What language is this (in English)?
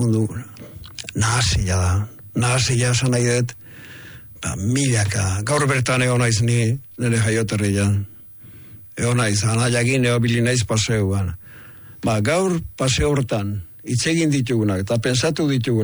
Basque